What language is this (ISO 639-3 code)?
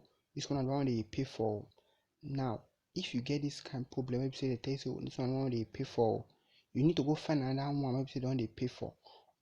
pcm